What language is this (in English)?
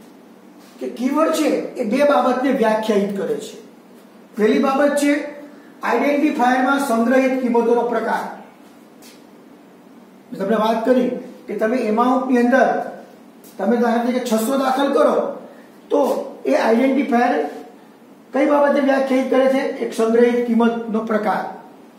Gujarati